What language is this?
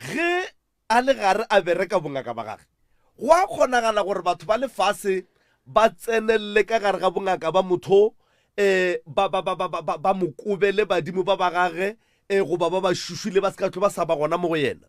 Northern Sotho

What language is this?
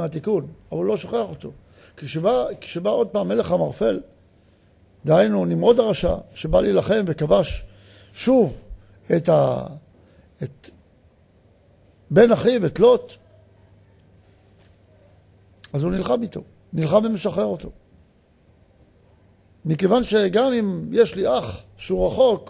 Hebrew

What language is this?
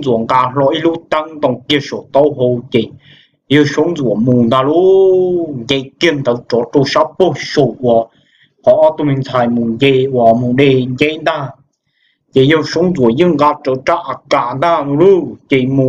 Hmong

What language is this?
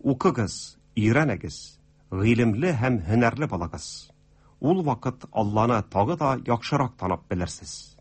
Tatar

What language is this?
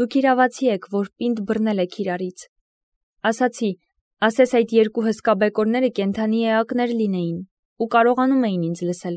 Armenian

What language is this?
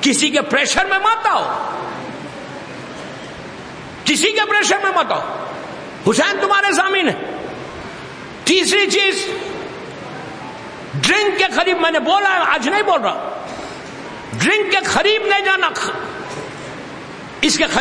Urdu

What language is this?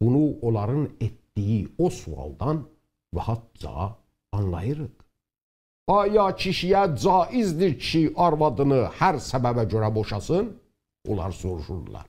South Azerbaijani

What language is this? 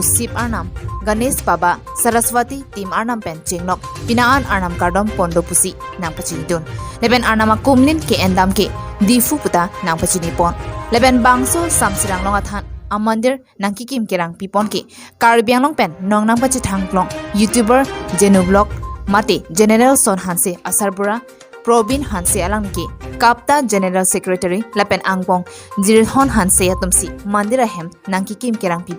Karbi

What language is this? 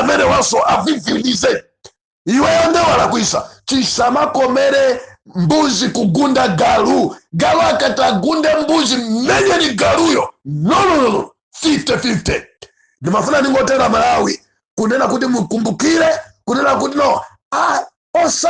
Nyanja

